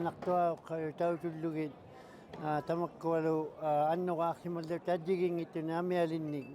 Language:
Kalaallisut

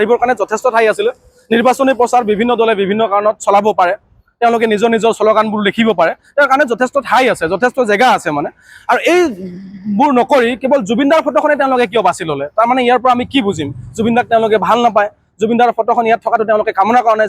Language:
Assamese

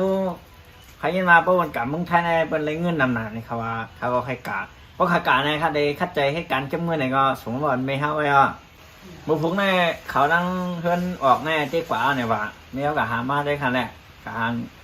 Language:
Shan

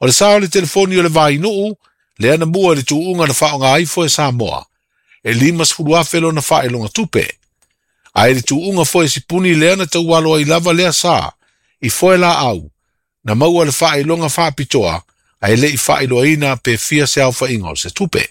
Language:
Samoan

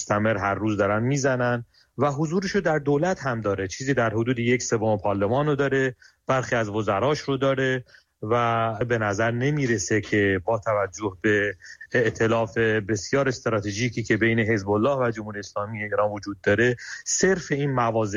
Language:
Persian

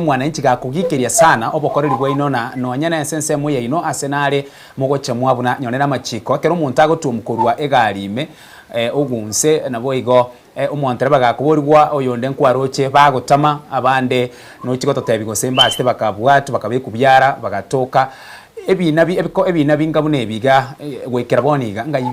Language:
Gusii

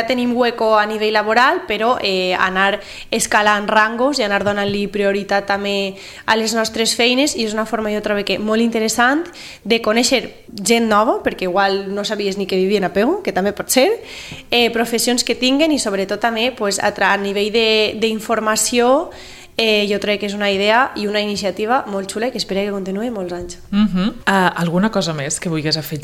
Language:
Catalan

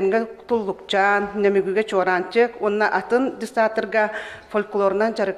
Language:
Yakut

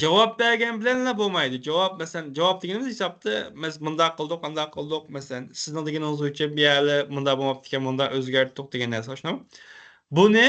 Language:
Uyghur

